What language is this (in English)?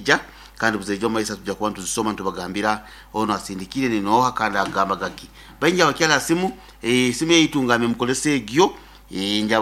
Nyankole